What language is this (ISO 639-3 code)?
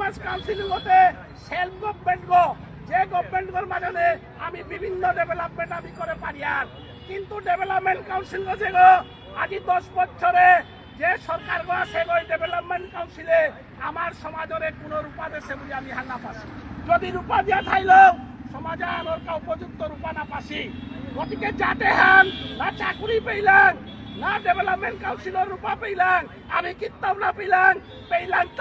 bpy